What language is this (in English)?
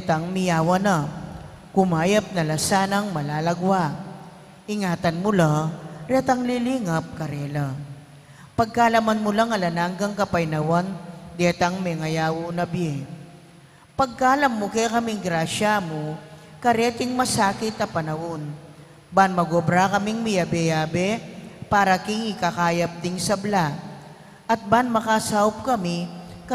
Pampanga